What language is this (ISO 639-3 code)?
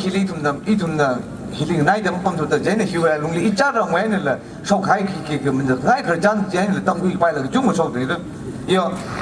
nmf